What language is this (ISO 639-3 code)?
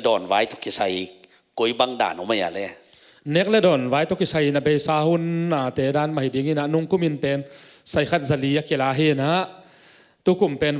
ctd